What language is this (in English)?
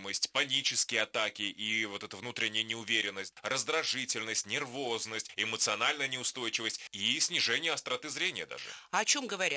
Russian